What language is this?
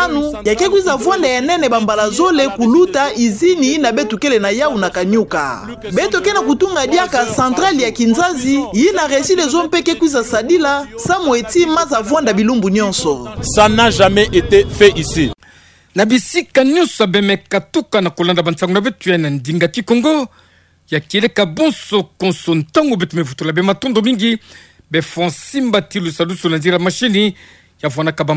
Kituba (Democratic Republic of Congo)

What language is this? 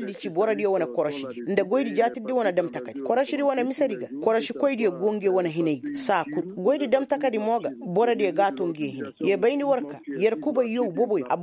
Koyraboro Senni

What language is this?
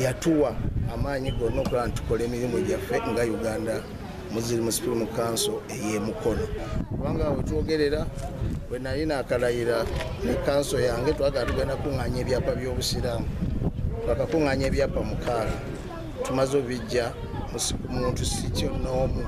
Ganda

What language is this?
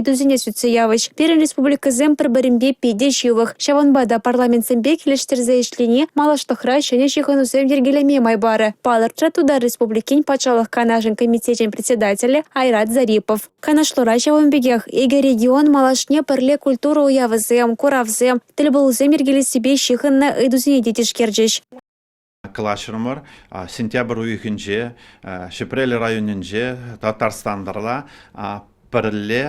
Chuvash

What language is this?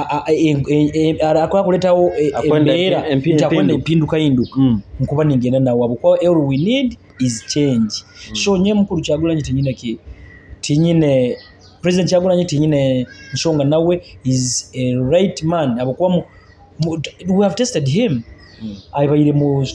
Nyoro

